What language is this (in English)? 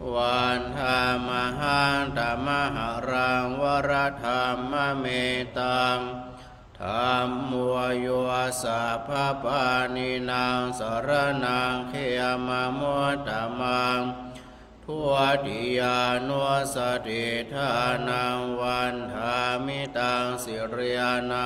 Pali